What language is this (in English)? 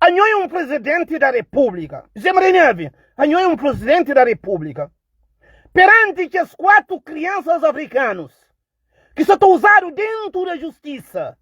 Kabuverdianu